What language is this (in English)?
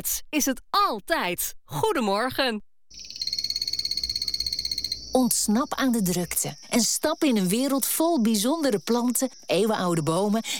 Dutch